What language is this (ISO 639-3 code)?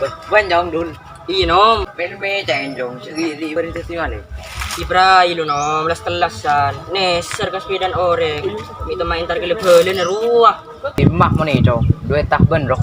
mad